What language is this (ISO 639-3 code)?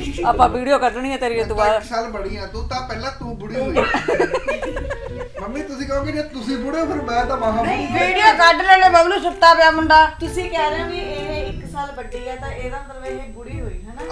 pan